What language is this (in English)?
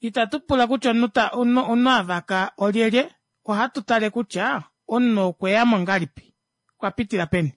Kuanyama